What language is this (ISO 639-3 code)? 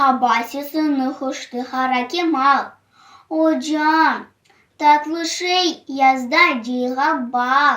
crh